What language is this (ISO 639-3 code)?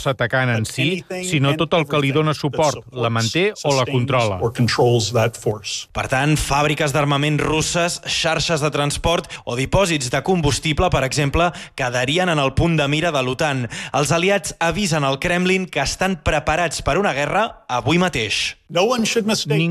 cat